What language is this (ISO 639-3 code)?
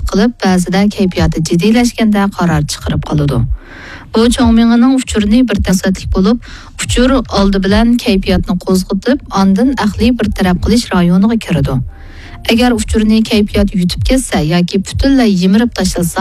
uig